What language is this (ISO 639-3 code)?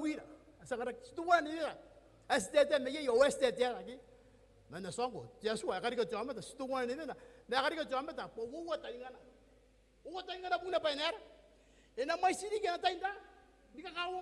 gil